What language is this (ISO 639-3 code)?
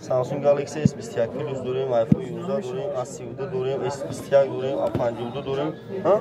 tgk